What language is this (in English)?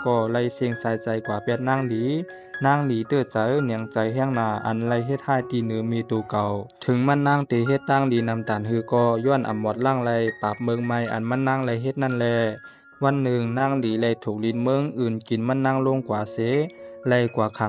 Shan